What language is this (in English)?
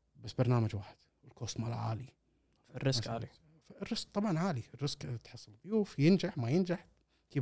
Gulf Arabic